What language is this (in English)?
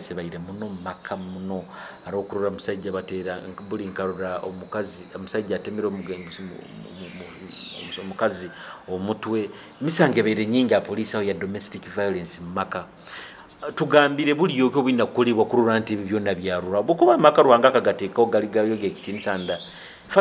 Nyoro